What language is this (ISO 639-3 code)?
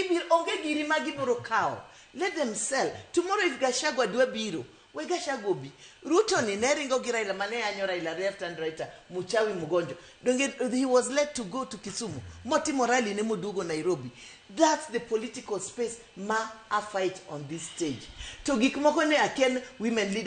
luo